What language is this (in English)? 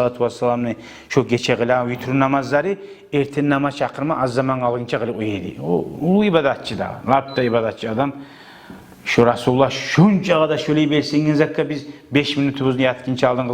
Kumyk